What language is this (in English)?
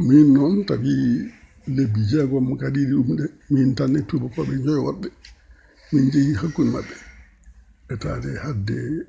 Fula